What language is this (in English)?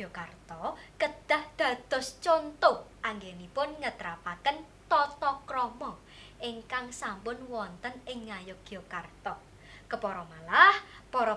Javanese